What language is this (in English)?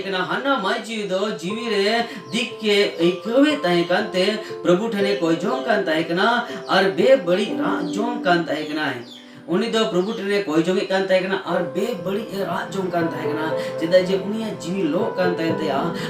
Santali